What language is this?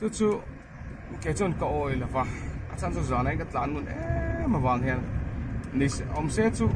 Mizo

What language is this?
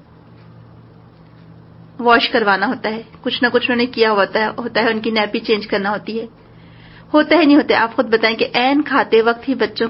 Urdu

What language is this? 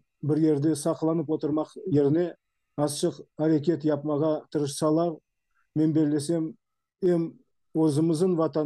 Crimean Tatar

